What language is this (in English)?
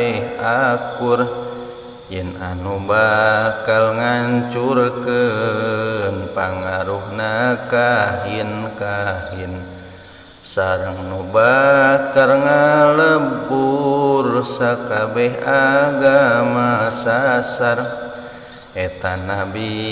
Sundanese